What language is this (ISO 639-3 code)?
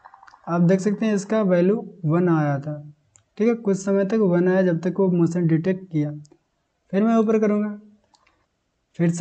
hin